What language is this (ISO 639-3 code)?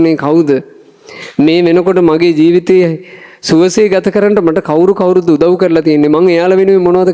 sin